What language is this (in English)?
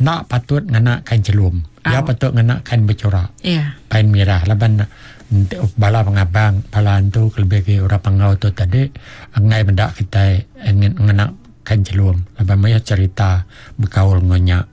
Iban